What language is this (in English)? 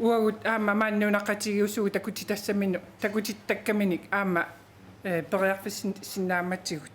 Kalaallisut